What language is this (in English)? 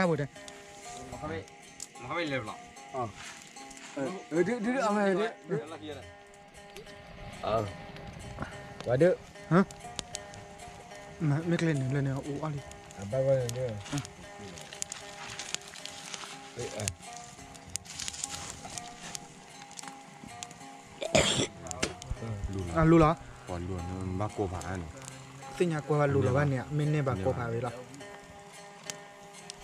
Thai